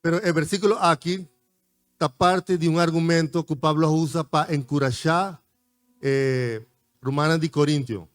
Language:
Papiamento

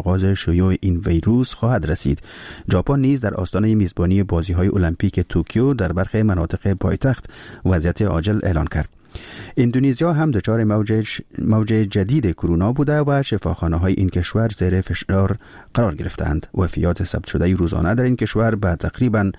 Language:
Persian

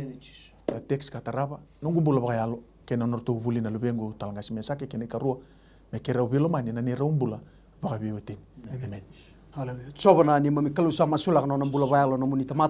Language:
Fijian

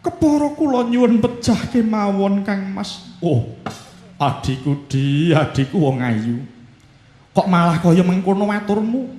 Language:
Javanese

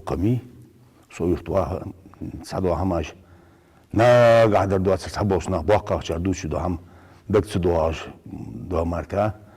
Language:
Ingush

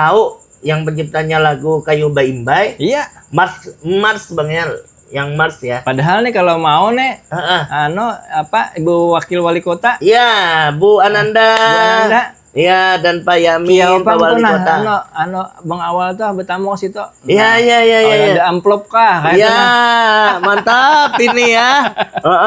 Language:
Banjar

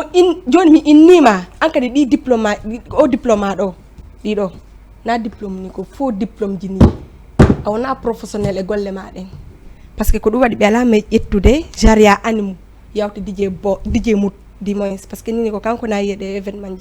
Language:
Fula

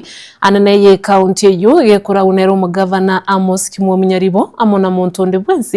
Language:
Gusii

